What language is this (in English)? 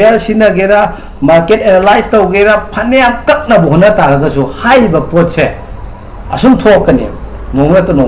Manipuri